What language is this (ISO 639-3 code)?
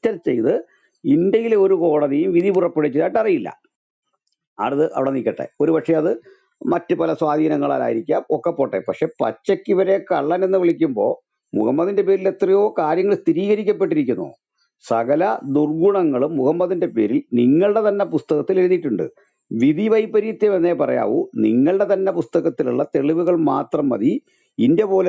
mal